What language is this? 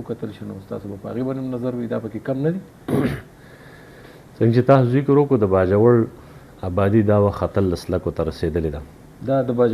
Pashto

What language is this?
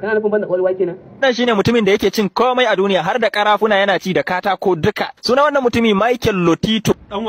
Hausa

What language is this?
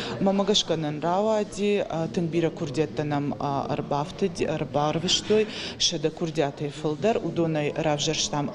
Ossetic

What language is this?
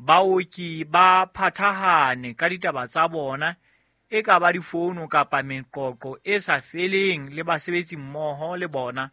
Southern Sotho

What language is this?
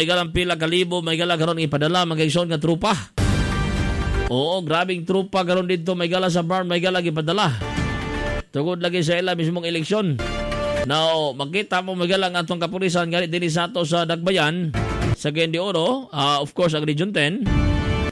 Cebuano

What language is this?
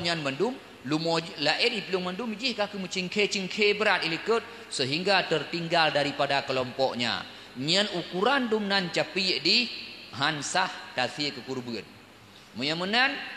Achinese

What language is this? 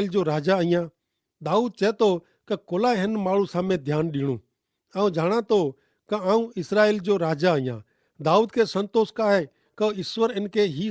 Kachhi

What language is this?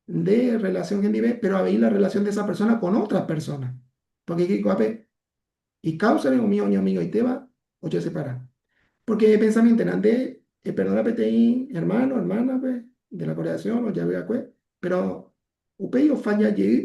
Guarani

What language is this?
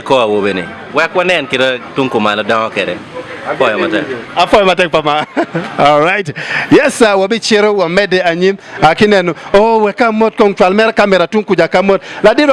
Acoli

